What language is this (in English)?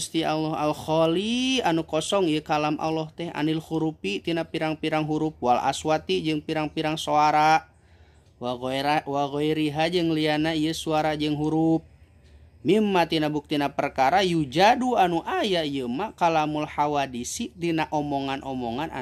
Sundanese